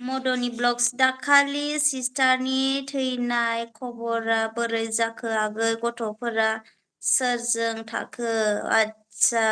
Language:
Bodo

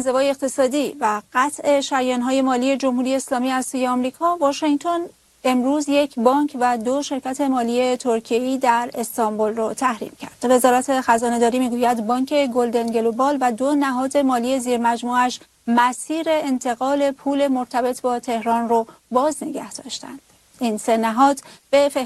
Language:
Persian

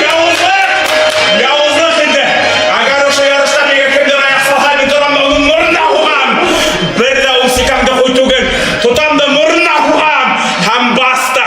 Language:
Bashkir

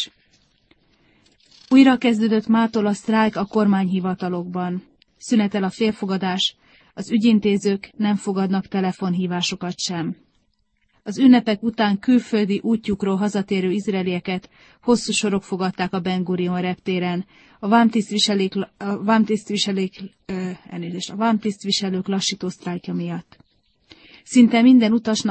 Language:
Hungarian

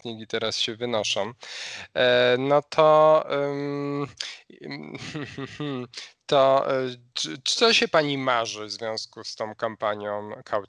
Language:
Polish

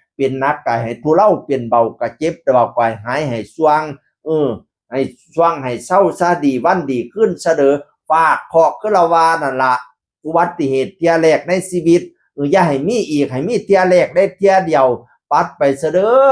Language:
Northeastern Thai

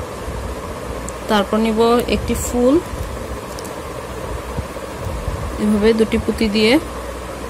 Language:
Bangla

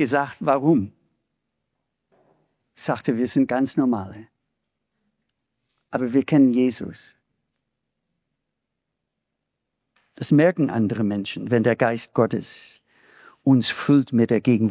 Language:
German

